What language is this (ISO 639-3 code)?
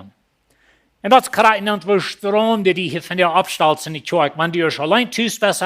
pdt